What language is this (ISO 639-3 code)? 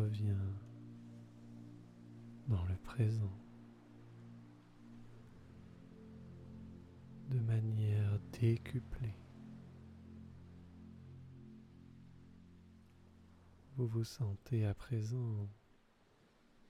fra